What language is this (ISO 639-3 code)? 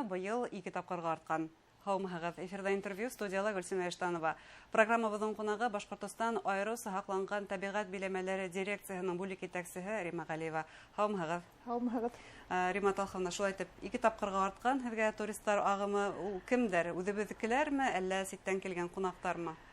bak